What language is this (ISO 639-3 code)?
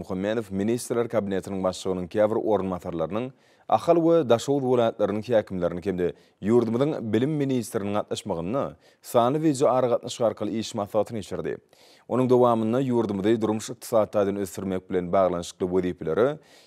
tuk